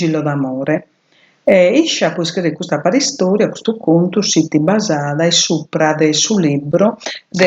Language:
Sardinian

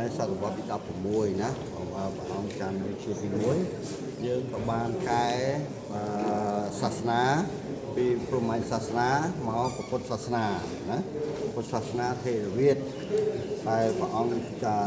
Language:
Khmer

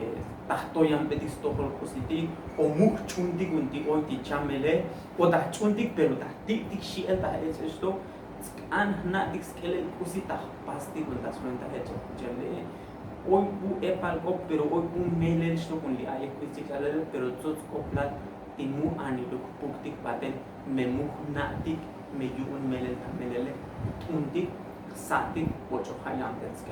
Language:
Tzotzil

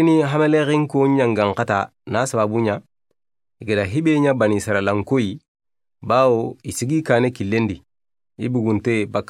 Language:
Soninke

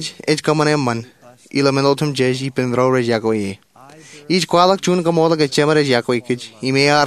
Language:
Marshallese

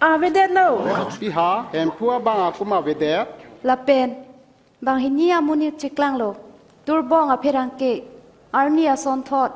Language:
Karbi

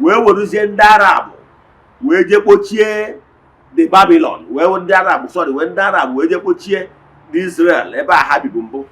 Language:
Igbo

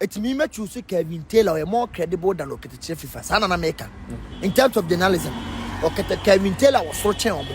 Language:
Akan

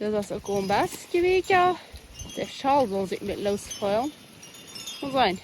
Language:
Plautdietsch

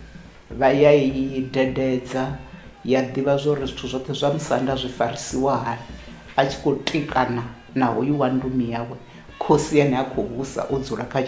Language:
Venda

